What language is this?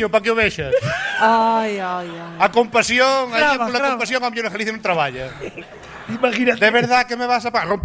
Galician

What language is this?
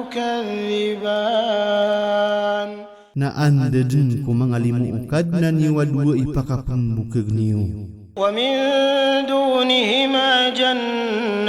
Maranao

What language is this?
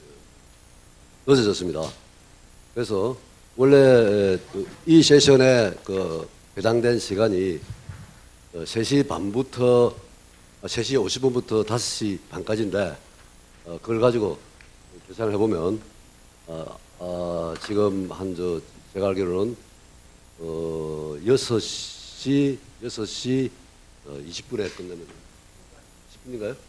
Korean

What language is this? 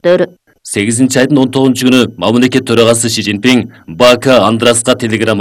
Kyrgyz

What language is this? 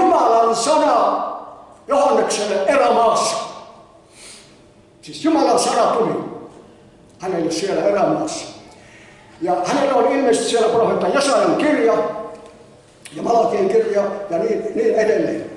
Finnish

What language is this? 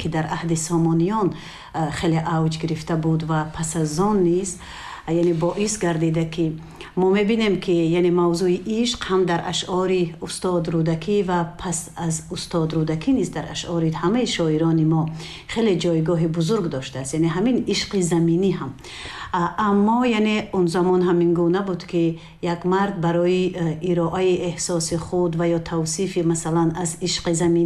Tajik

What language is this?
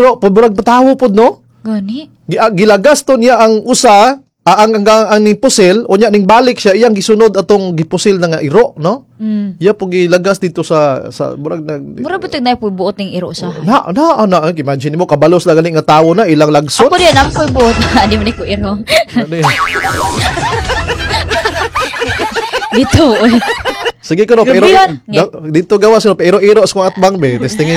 Cebuano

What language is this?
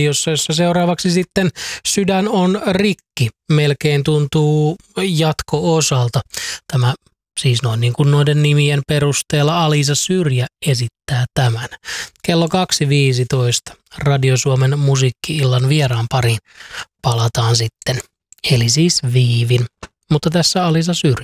Finnish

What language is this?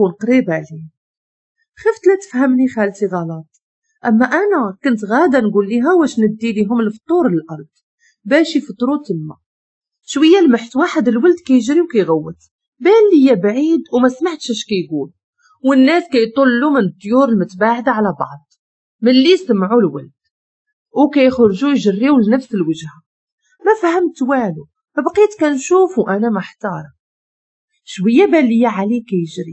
Moroccan Arabic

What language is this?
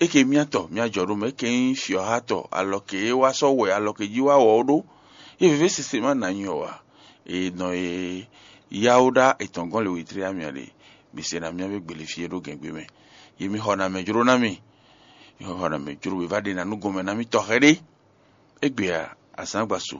Fon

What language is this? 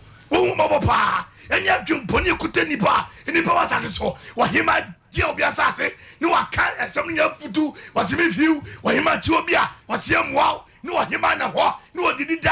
Akan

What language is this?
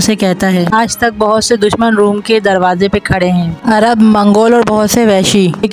Hindi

